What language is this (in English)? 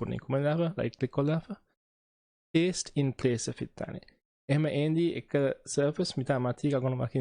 Divehi